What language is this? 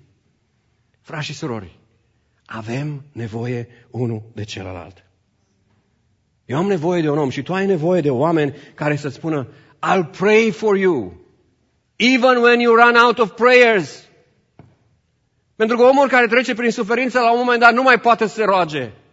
Romanian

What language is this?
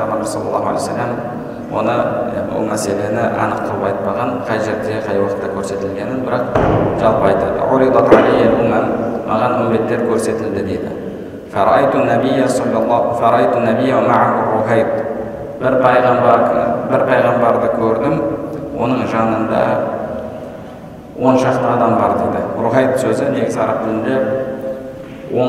Kazakh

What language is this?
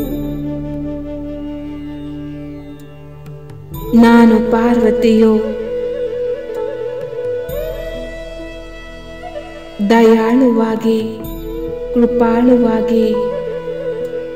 Kannada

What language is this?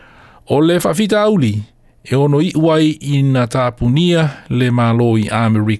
Samoan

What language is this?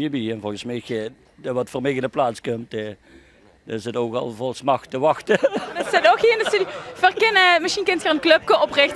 Limburgish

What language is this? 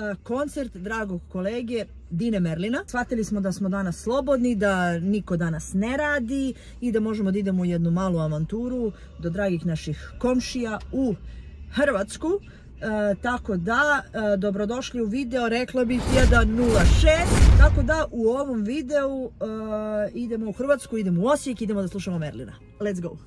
Serbian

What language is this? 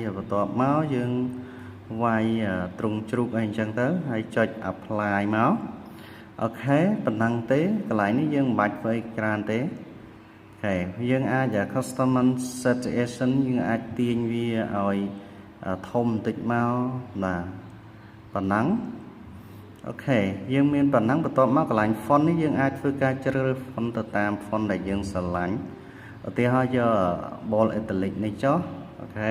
Khmer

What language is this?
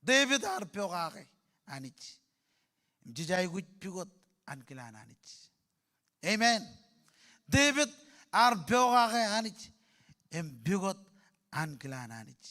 Marshallese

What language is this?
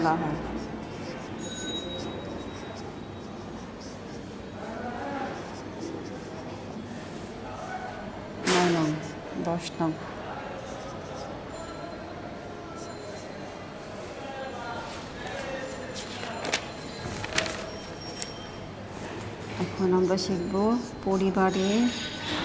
Bangla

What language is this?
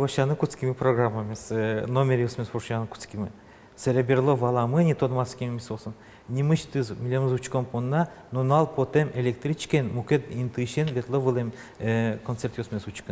Udmurt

